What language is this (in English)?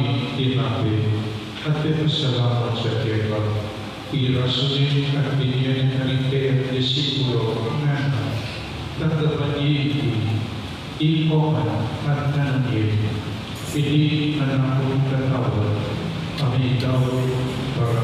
Pampanga